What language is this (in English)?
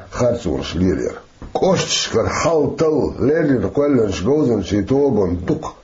Chechen